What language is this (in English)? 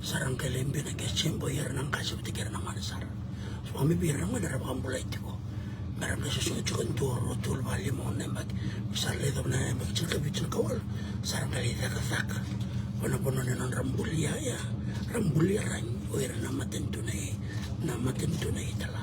Fijian